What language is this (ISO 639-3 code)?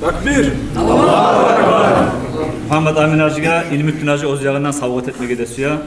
kum